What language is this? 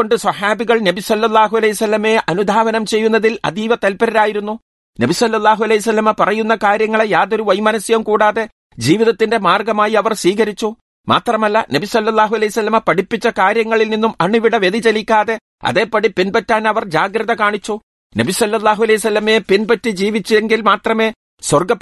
Malayalam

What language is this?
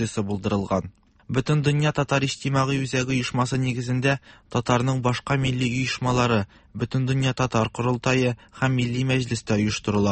Tatar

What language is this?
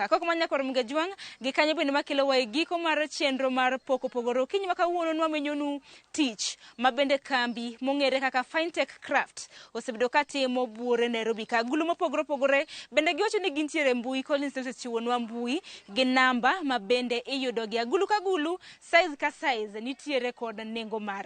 Luo (Kenya and Tanzania)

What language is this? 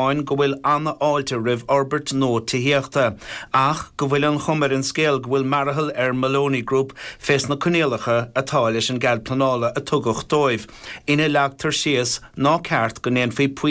Irish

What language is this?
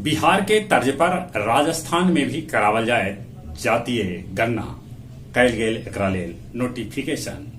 Magahi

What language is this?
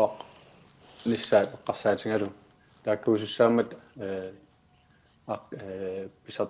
Kalaallisut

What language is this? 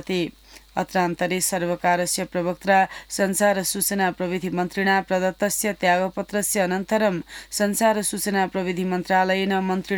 Sanskrit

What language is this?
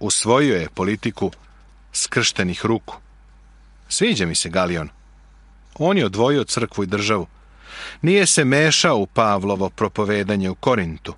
Serbian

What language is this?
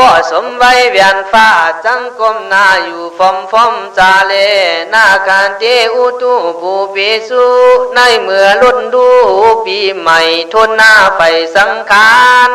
Khün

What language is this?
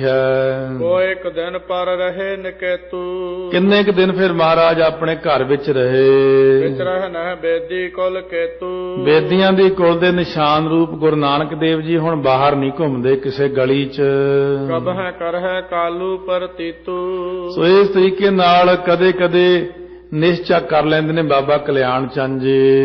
Punjabi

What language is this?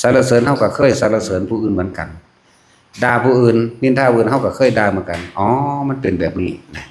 Lao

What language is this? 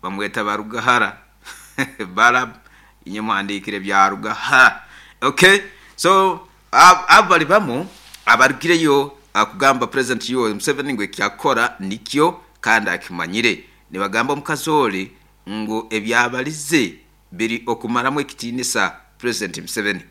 Nyoro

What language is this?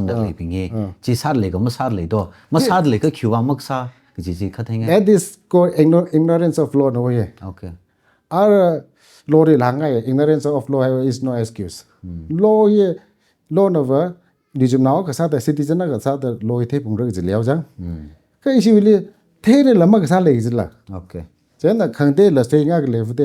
Tangkhul Naga (India)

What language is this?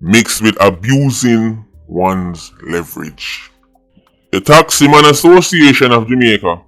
Jamaican Creole English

